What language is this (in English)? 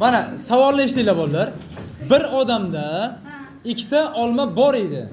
Uzbek